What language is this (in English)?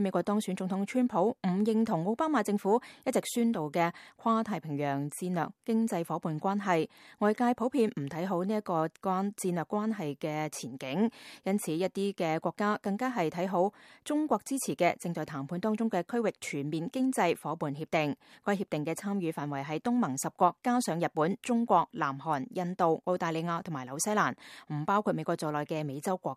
Cantonese